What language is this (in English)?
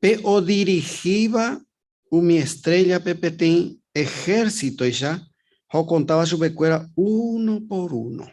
Guarani